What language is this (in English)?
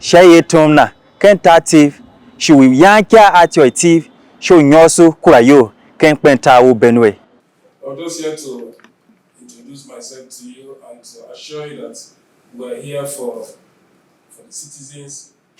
Tiv